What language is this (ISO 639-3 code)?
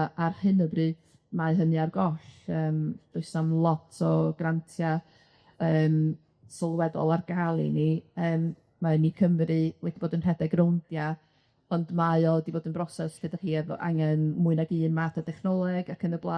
cym